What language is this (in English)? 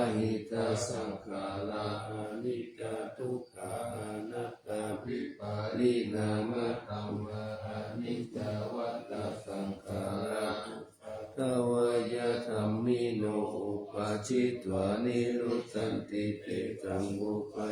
Pali